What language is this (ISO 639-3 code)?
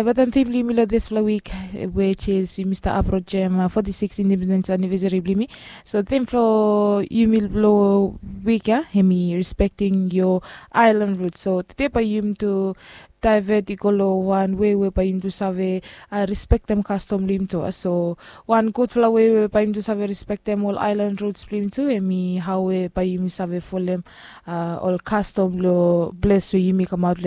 bis